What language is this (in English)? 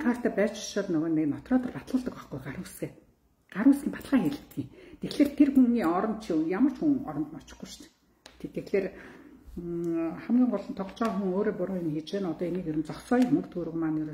Mongolian